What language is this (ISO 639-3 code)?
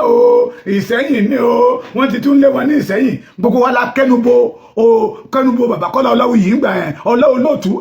yor